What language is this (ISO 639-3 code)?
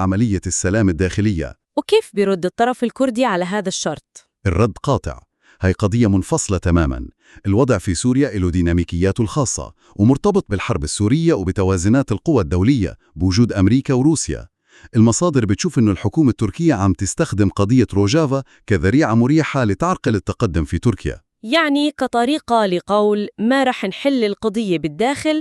apc